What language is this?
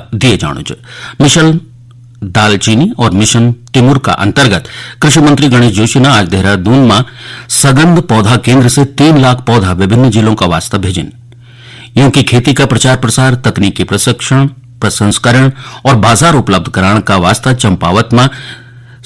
Garhwali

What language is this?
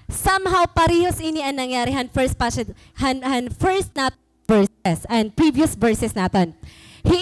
Waray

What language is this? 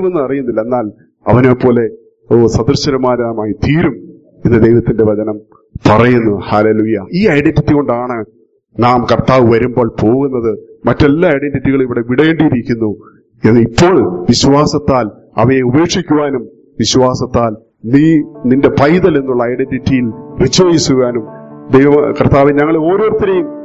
Malayalam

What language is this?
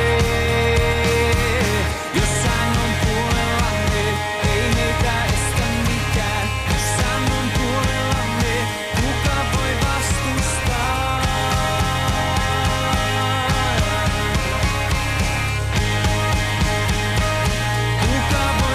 Finnish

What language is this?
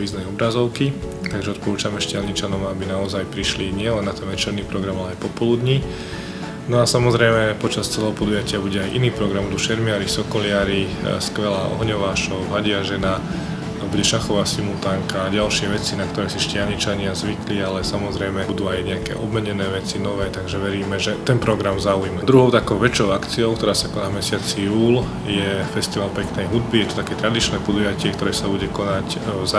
Slovak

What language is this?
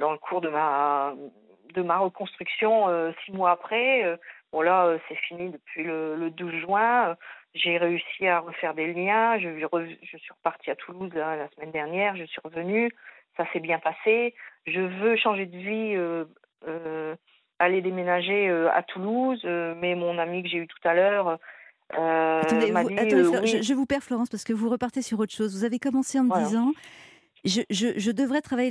French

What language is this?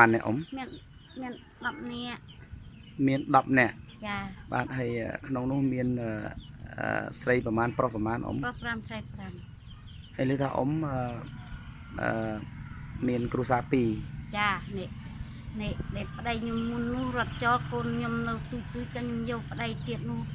Khmer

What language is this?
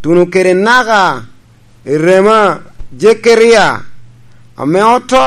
Lango (Uganda)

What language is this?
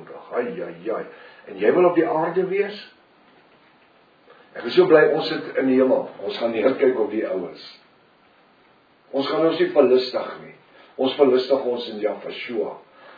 Afrikaans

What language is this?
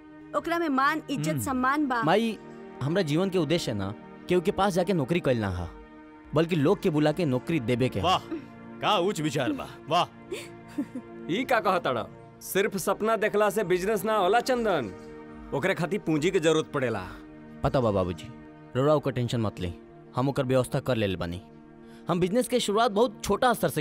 Bhojpuri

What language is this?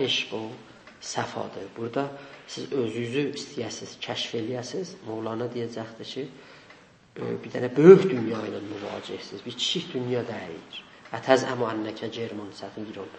South Azerbaijani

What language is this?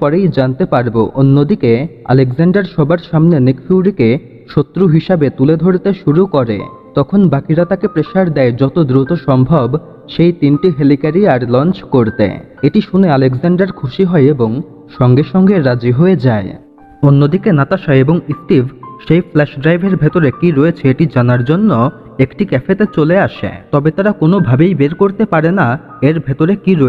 Bangla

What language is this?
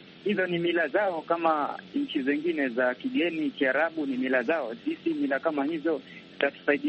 Swahili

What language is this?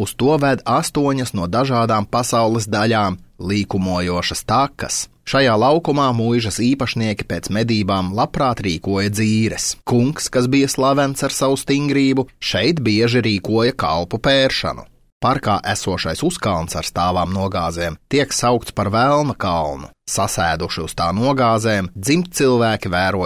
Latvian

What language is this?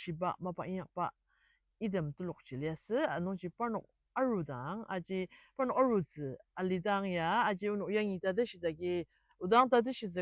Ao Naga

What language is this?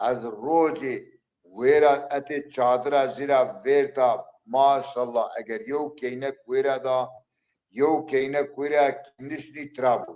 Zaza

